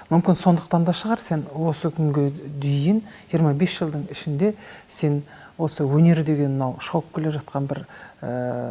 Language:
Kazakh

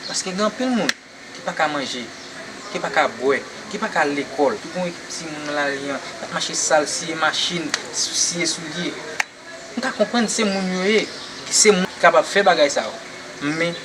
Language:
Haitian Creole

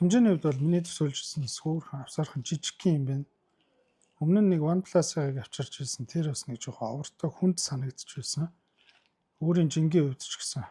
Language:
Mongolian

